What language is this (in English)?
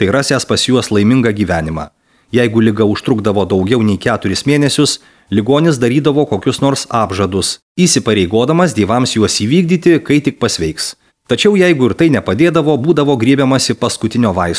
Lithuanian